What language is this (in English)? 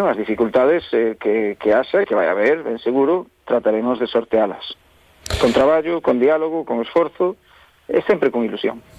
Galician